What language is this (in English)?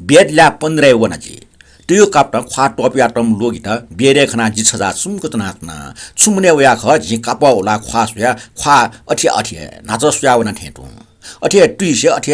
Newari